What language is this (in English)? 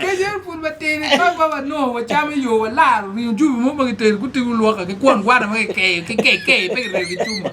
Acoli